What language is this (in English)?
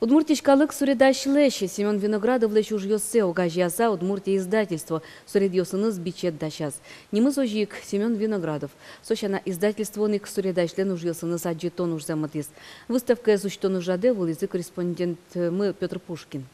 Udmurt